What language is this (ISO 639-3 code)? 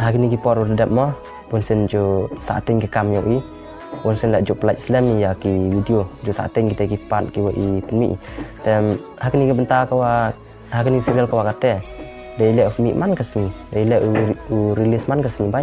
kha